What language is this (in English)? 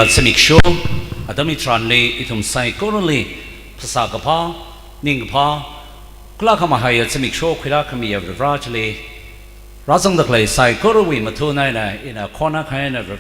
Tangkhul Naga (India)